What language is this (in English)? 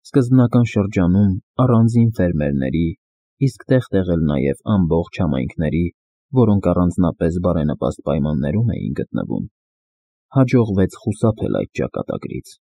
Armenian